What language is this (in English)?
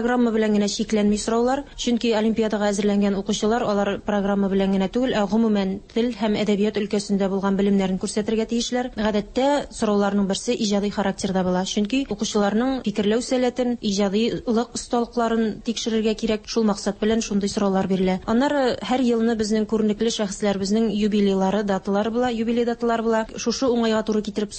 Tatar